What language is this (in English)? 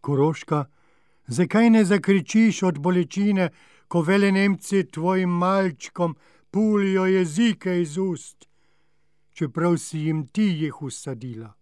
Slovenian